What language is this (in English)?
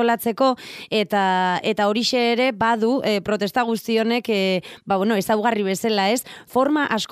Basque